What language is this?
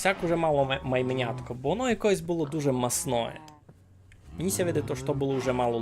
Rusyn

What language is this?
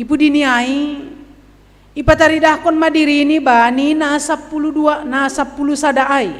Batak Simalungun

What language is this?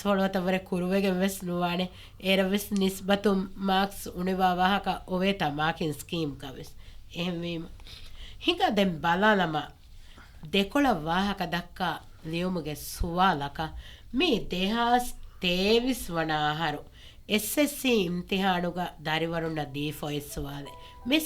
Divehi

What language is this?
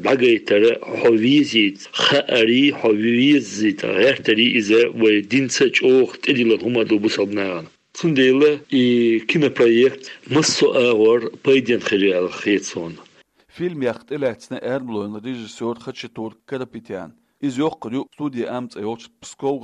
Chechen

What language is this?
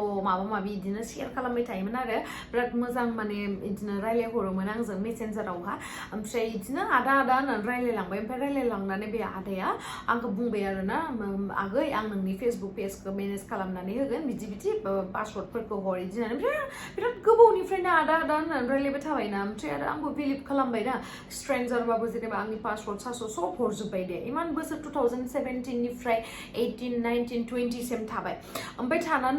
Bodo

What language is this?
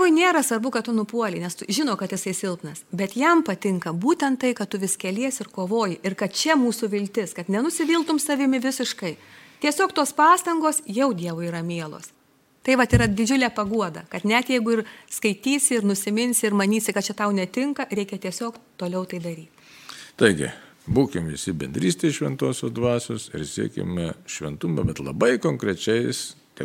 Lithuanian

